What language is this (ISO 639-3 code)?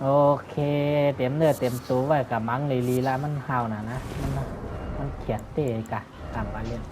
shn